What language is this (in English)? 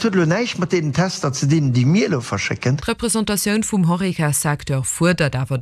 Luxembourgish